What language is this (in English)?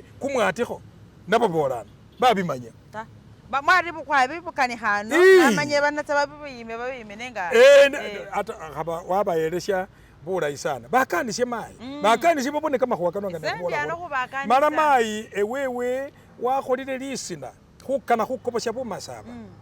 Masaaba